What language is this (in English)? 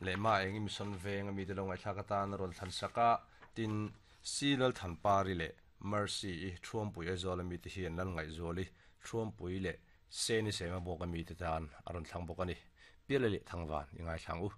Mizo